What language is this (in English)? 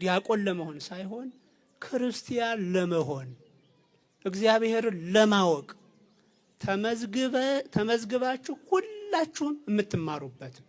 Amharic